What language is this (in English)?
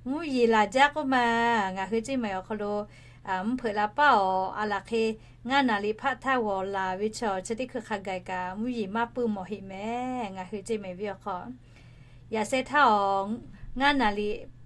Lahu